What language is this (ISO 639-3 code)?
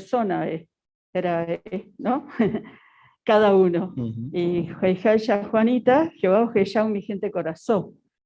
grn